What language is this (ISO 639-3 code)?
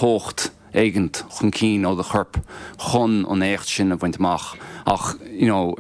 gle